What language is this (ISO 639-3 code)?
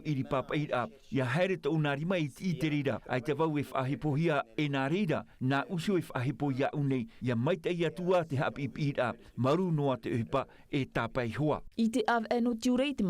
tah